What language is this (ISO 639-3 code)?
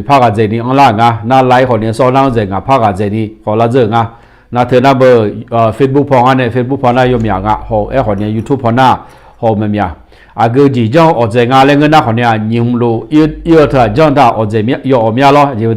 ahk